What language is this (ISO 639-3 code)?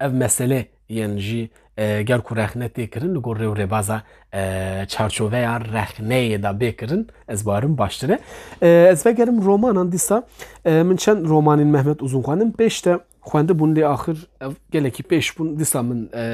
kur